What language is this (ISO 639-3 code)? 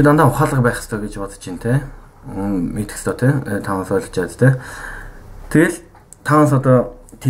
mon